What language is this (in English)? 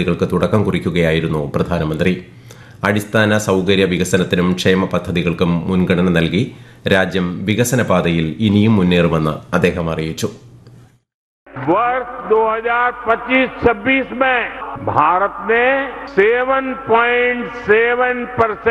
Malayalam